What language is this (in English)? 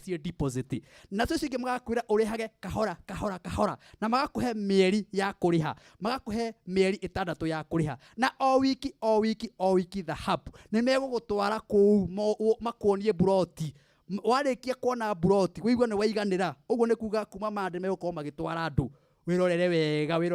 Kikuyu